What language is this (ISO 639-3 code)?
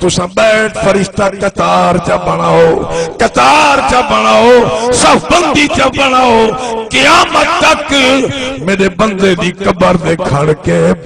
skr